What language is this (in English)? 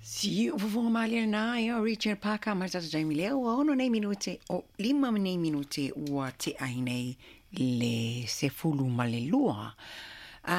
Samoan